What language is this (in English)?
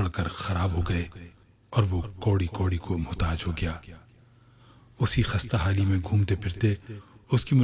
Urdu